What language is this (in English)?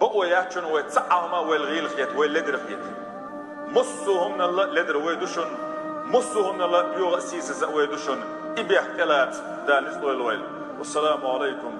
Chechen